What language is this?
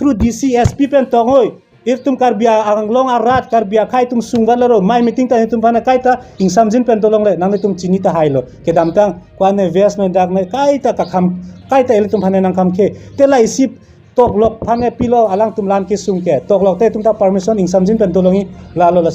Karbi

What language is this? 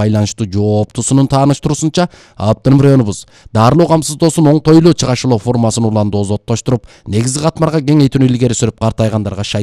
Kyrgyz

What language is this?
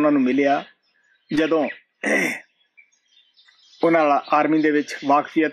Punjabi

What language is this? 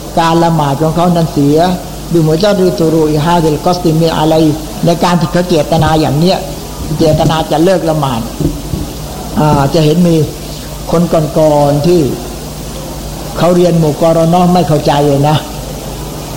Thai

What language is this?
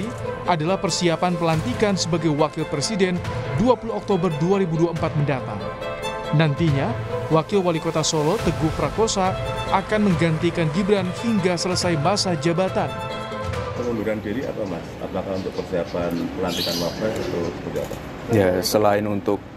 Indonesian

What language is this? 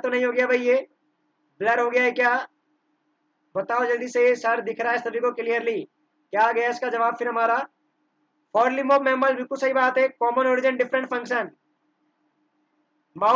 Hindi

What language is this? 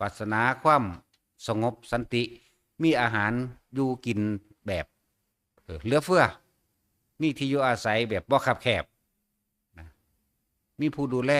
Northeastern Thai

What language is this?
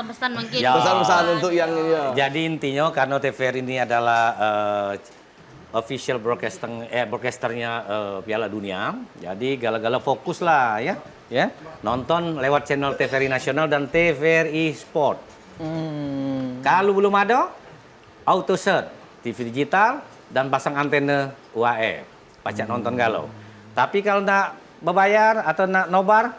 Musi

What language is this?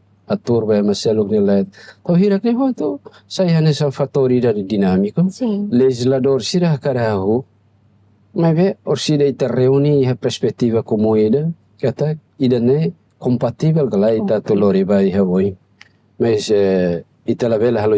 Tetum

